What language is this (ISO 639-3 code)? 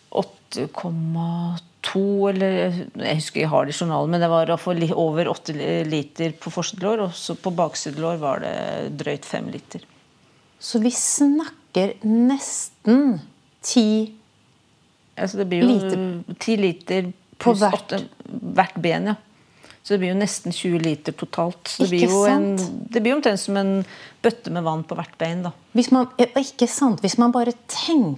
nor